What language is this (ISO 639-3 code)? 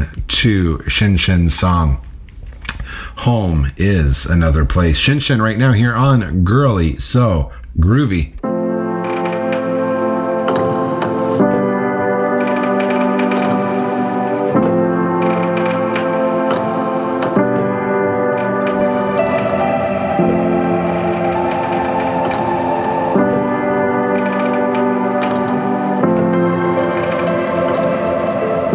eng